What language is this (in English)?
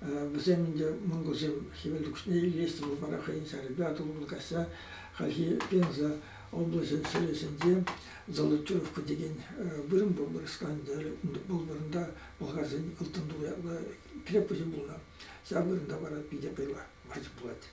Chuvash